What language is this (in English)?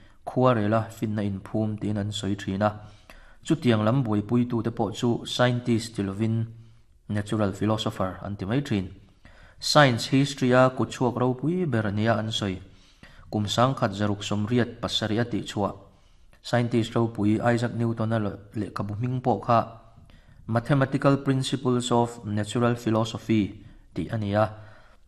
Mizo